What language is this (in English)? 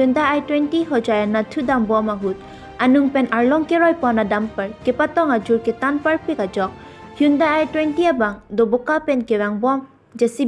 Karbi